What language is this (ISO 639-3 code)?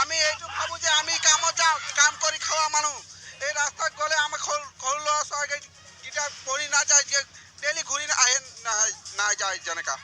asm